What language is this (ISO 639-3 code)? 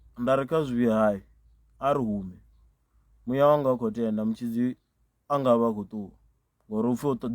ven